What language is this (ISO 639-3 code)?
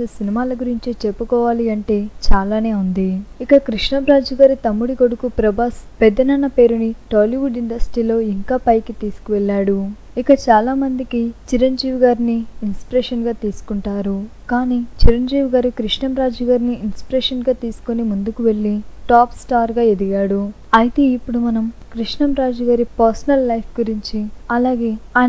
tel